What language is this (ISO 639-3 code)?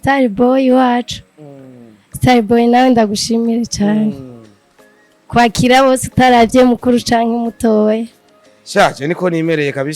run